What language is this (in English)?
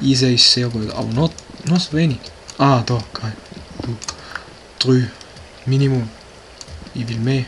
Swiss German